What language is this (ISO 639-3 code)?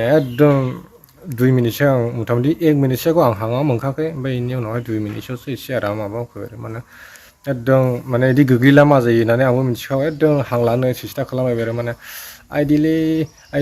brx